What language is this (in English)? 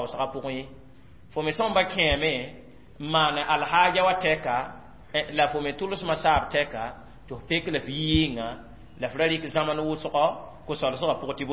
Mossi